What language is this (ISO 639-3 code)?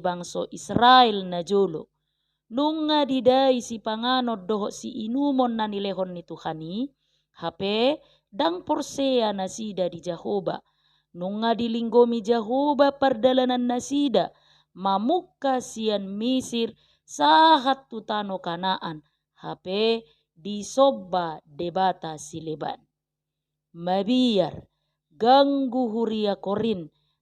bbc